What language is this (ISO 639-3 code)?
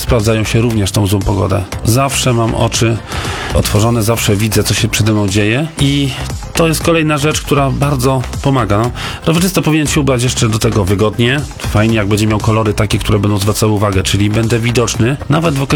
pol